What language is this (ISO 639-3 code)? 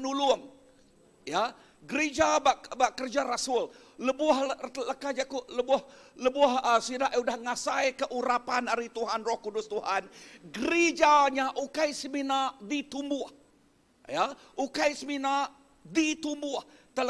iba